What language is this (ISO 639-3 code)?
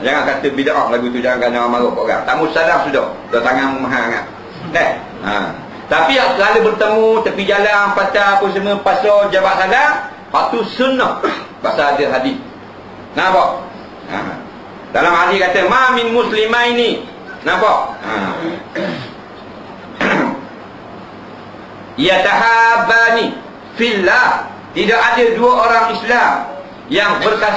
msa